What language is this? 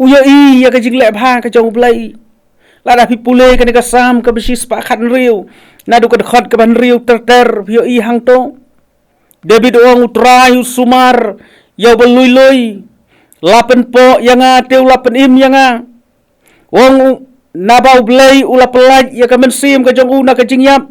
Khasi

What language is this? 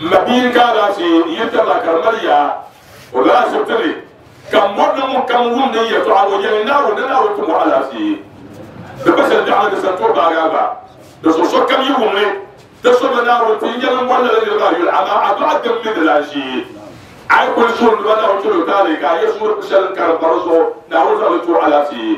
Dagbani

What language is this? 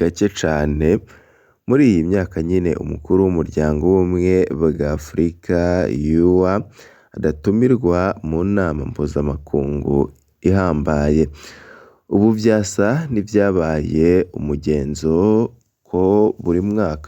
Rundi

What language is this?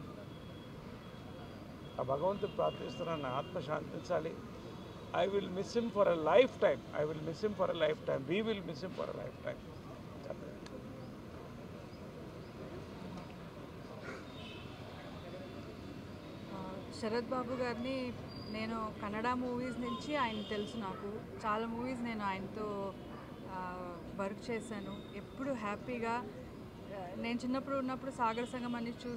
Telugu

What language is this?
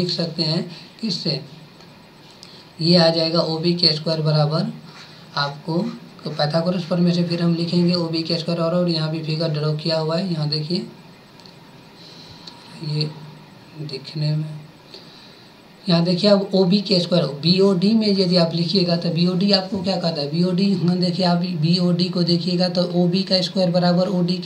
Hindi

